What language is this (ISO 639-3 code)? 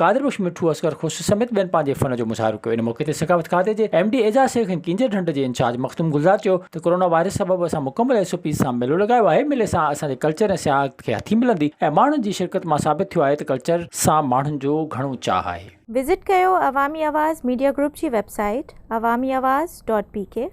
snd